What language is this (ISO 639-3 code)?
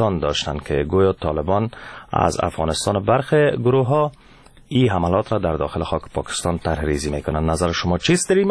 fas